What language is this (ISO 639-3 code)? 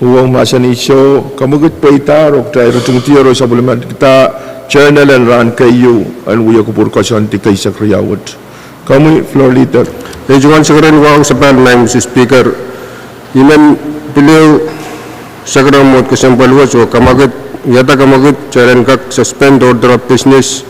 pon